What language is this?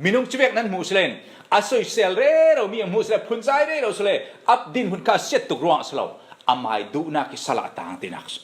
Falam Chin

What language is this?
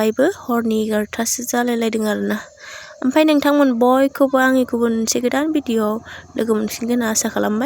Bodo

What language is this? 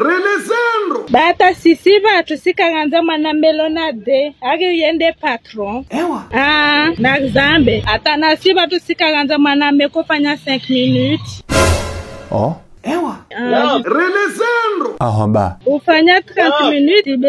Ngazidja Comorian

